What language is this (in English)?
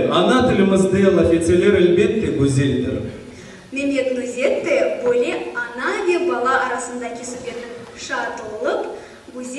Crimean Tatar